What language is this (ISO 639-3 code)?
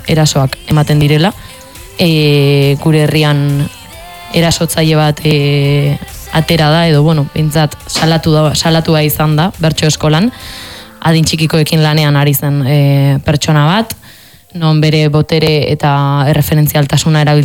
eus